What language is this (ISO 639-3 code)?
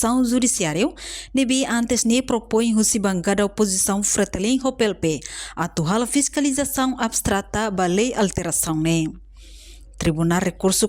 tet